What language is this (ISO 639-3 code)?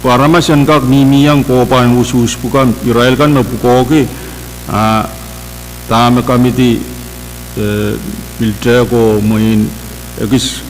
pon